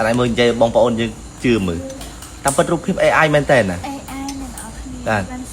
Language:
Khmer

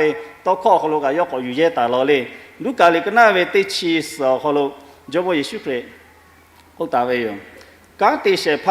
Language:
Lahu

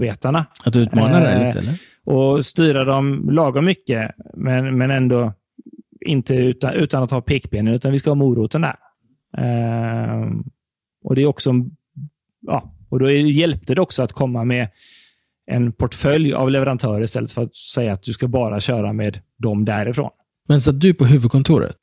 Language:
Swedish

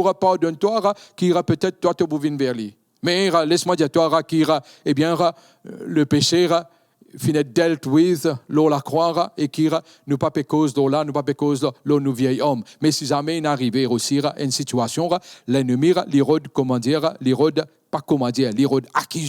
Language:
Morisyen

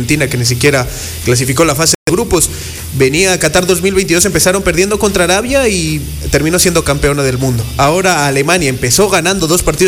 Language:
Spanish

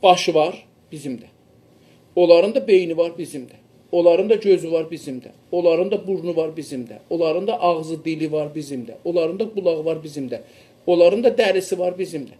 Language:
South Azerbaijani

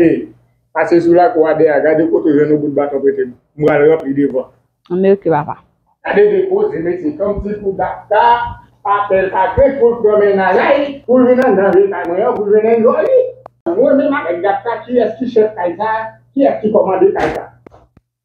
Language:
Haitian Creole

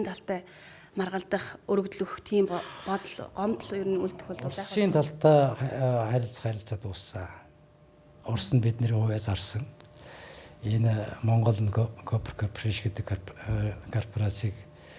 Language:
Mongolian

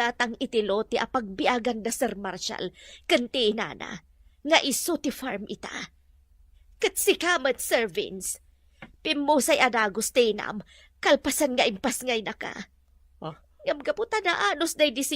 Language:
Iloko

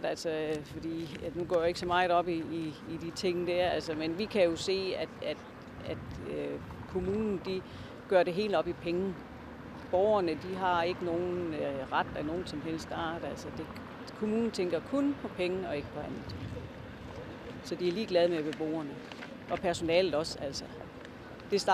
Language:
Danish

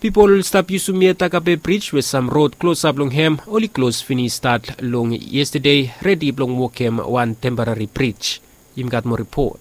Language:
Bislama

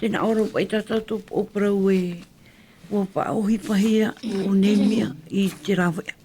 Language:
Tahitian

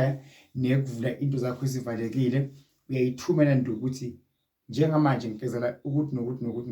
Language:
Zulu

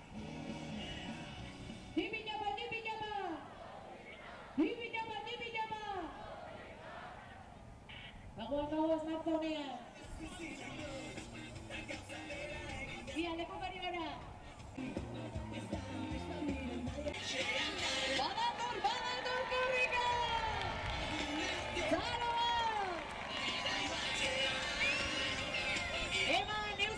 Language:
Basque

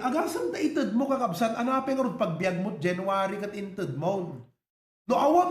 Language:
Iloko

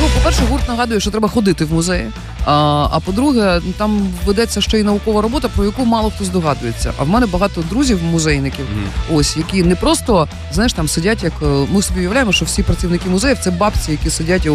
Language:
Ukrainian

